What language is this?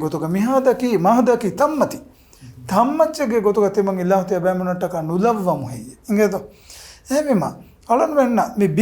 Divehi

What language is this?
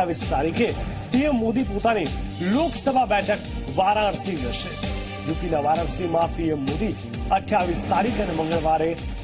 Gujarati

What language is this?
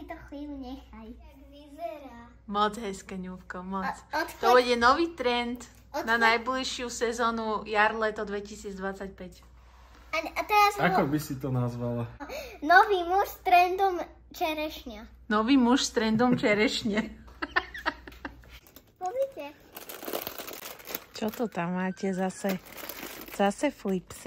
Slovak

